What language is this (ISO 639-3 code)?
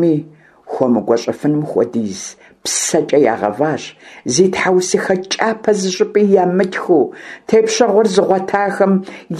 kbd